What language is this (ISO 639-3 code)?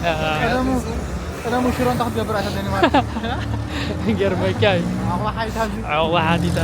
tir